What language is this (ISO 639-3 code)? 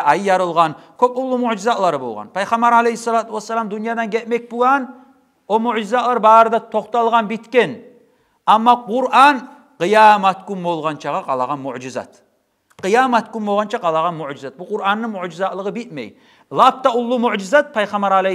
kum